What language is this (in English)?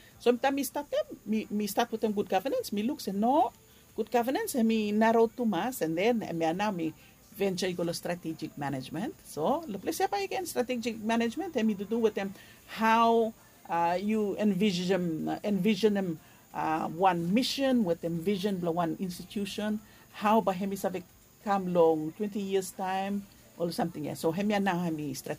Bislama